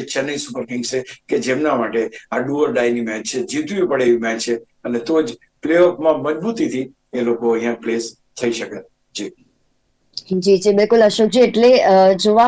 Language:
Gujarati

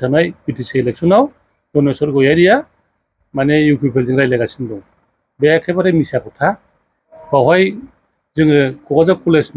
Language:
Bodo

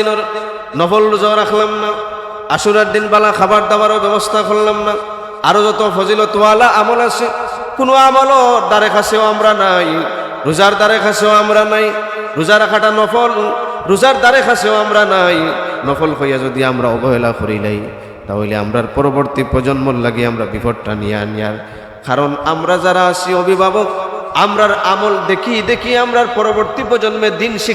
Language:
Sylheti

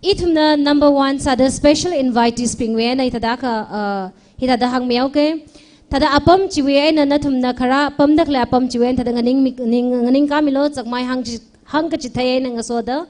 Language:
Tangkhul Naga (India)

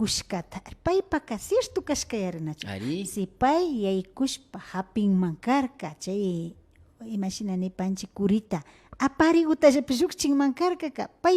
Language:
Imbabura Highland Quichua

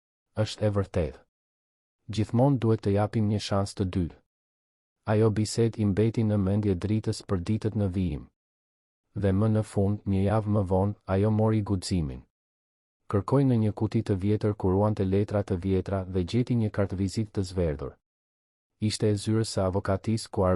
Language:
Albanian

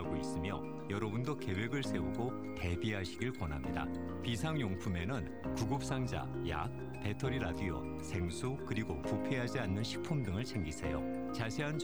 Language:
Korean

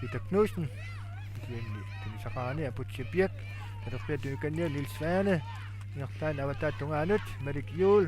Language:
Kalaallisut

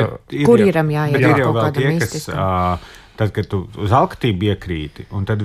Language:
Latvian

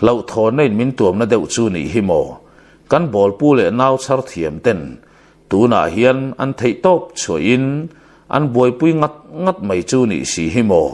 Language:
Mizo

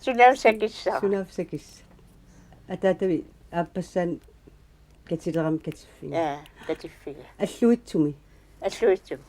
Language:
Kalaallisut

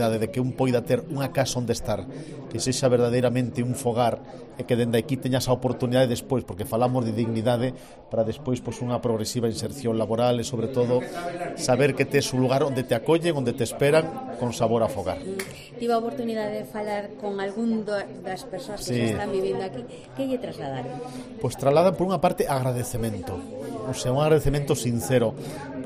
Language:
Galician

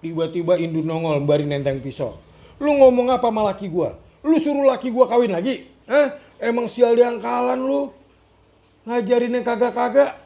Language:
Betawi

